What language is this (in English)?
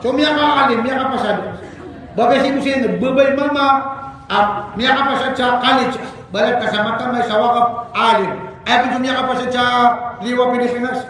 Maranao